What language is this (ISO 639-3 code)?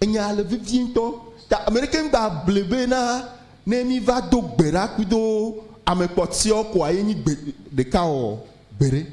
ewe